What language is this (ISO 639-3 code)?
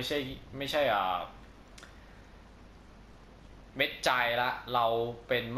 tha